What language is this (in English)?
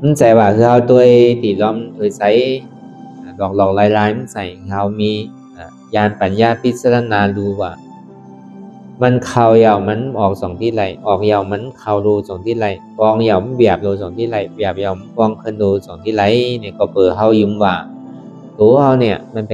Shan